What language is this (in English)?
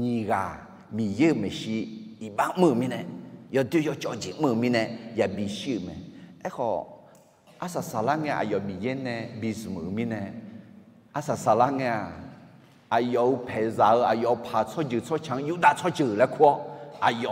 Akha